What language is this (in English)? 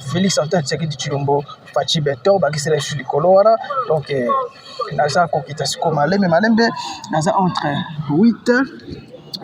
Lingala